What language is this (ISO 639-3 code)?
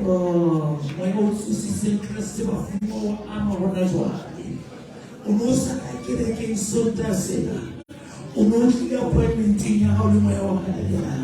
sot